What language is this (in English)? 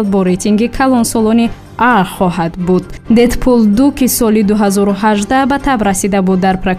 Tajik